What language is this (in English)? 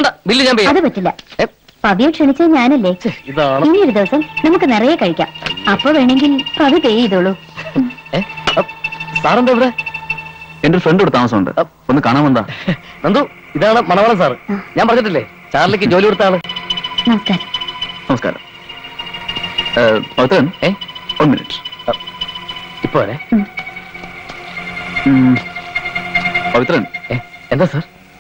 Malayalam